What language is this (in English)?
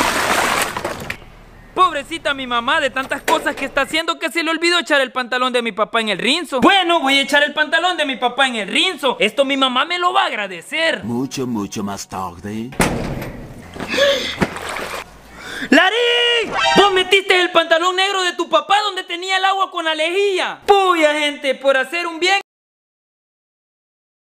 Spanish